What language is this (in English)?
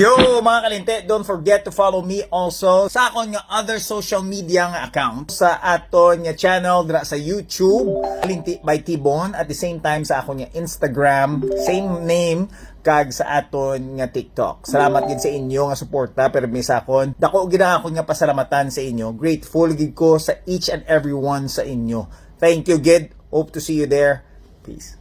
Hiligaynon